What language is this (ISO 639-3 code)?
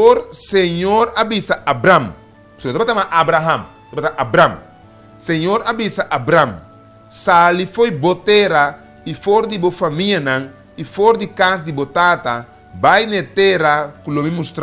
pap